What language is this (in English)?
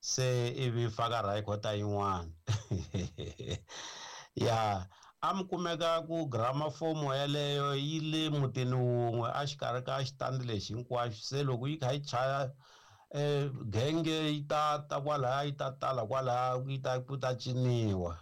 Tsonga